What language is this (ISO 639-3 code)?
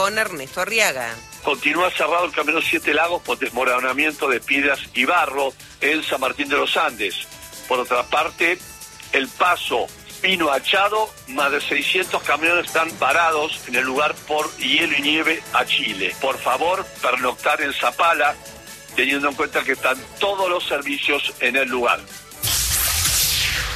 spa